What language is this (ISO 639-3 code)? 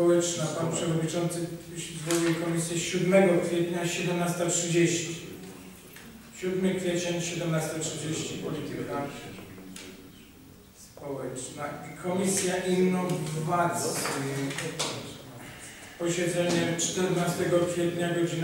pol